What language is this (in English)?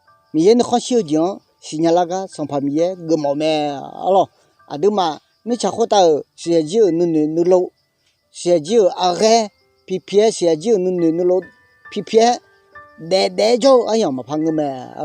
Akha